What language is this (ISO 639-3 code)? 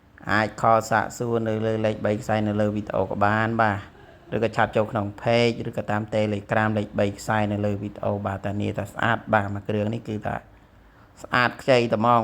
khm